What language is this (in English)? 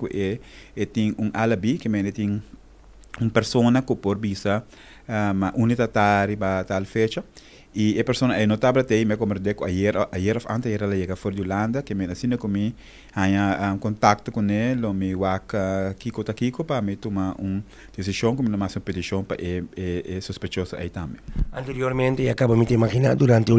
Papiamento